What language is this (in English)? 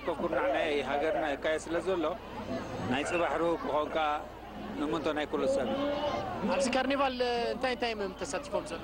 Tigrinya